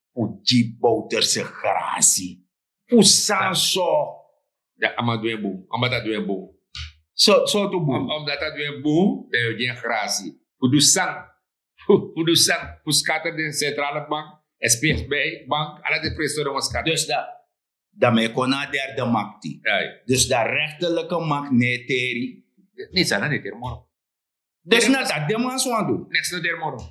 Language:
Sranan Tongo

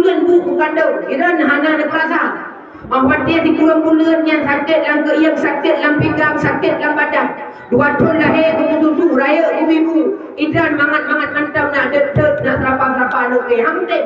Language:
Achinese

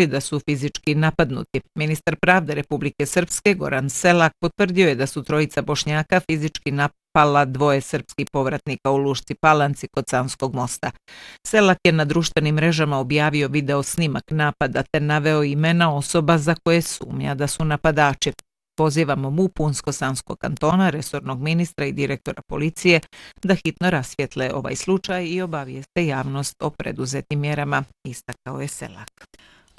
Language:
Bosnian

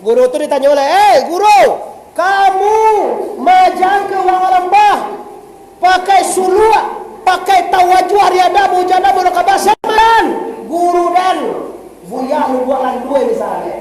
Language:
Minangkabau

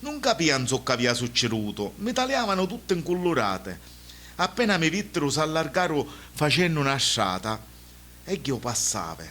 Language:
Sicilian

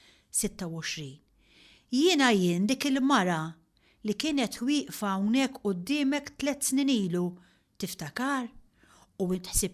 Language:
Maltese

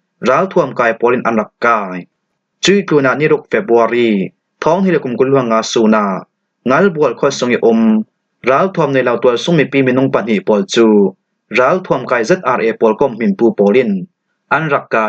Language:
Falam Chin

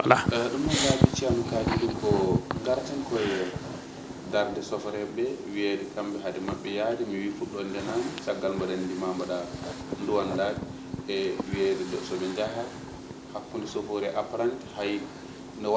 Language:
Fula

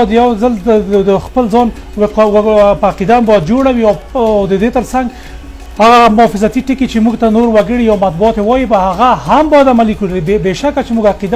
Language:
Pashto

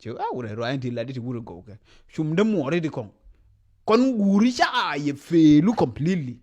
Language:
Nuer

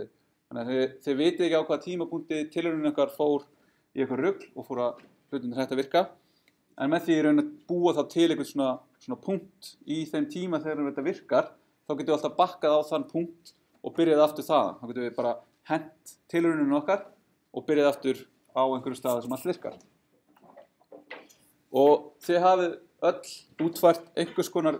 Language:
Icelandic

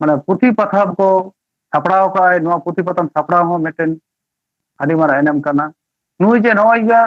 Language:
Santali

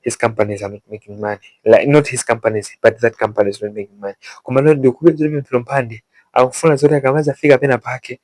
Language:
Nyanja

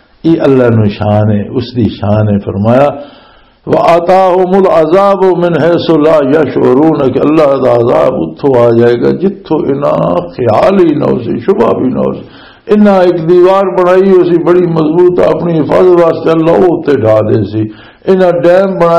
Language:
Western Panjabi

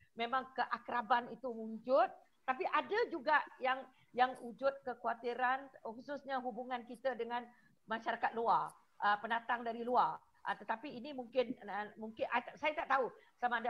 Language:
Malay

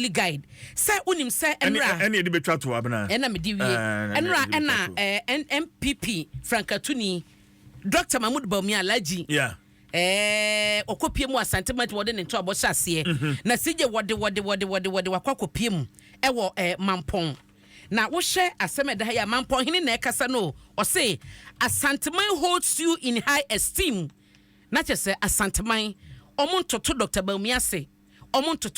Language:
Akan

